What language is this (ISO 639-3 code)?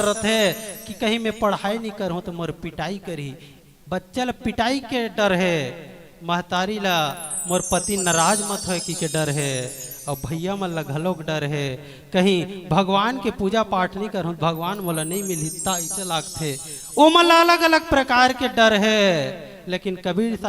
hne